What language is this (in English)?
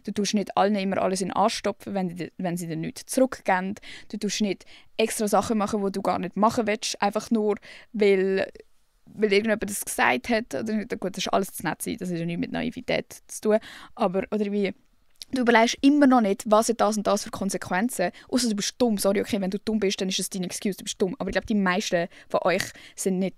Swiss German